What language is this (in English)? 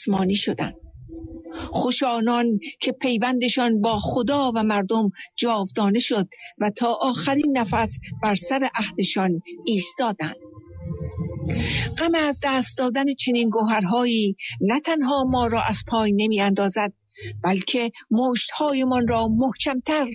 Persian